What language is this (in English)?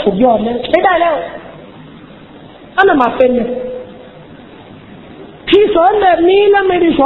Thai